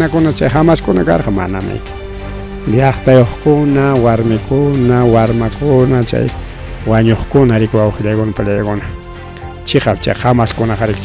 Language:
Ayacucho Quechua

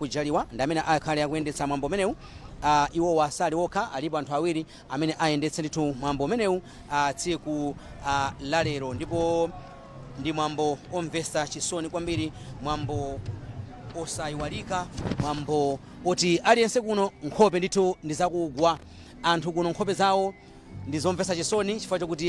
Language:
Nyanja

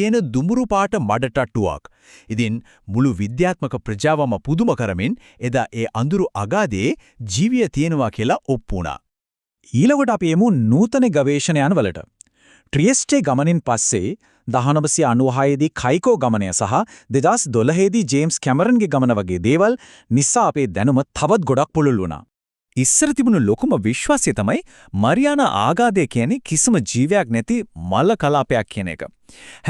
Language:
Sinhala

